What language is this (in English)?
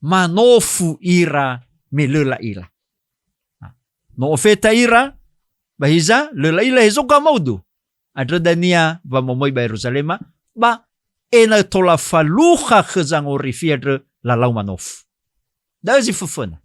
Nias